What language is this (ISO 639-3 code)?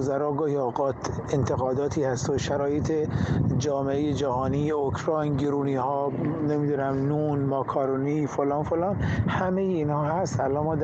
fas